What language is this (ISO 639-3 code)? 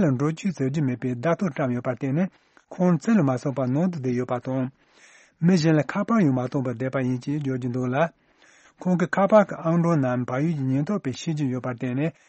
bod